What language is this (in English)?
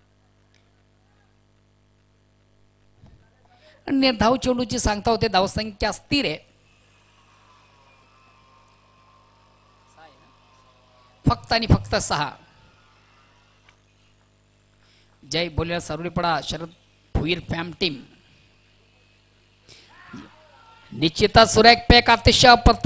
Marathi